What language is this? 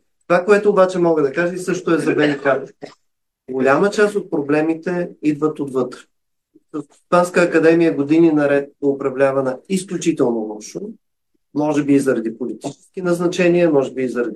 Bulgarian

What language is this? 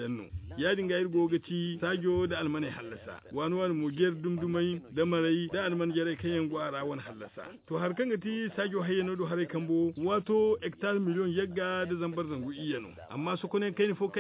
Zarma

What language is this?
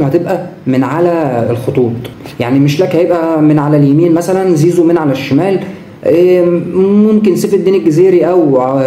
Egyptian Arabic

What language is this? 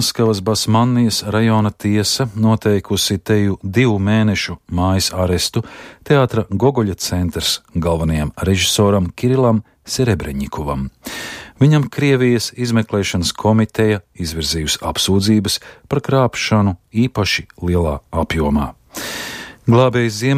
Latvian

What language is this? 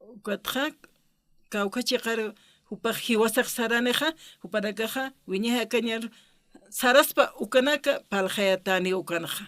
Aymara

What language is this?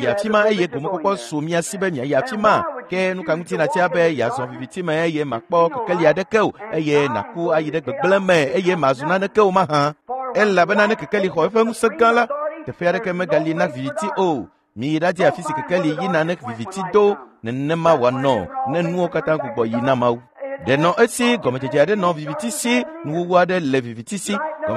Ewe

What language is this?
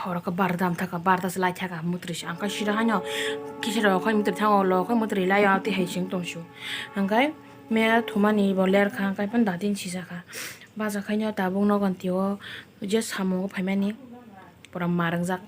Kok Borok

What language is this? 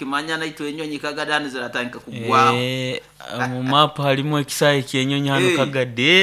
Nyoro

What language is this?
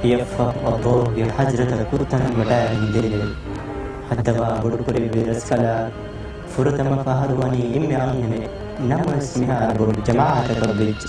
Divehi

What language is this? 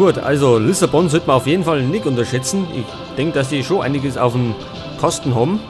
Bavarian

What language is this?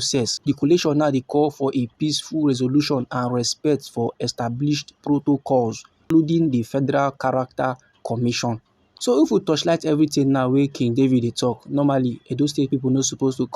Nigerian Pidgin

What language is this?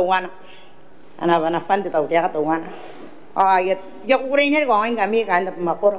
Gilbertese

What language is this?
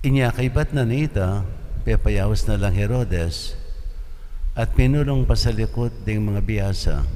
Pampanga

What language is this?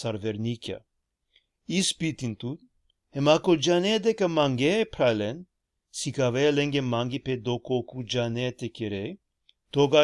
Balkan Romani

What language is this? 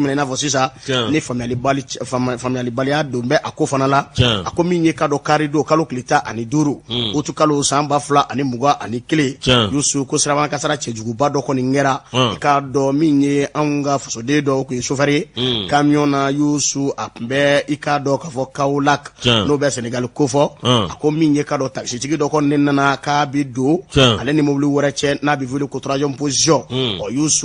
Bambara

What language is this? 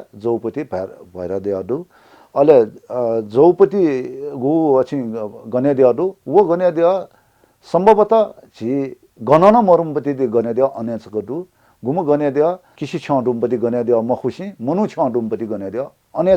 Newari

